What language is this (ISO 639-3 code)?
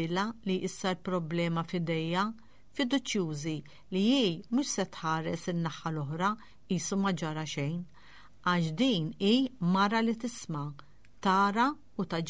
mlt